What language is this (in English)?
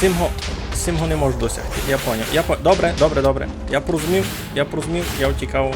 Rusyn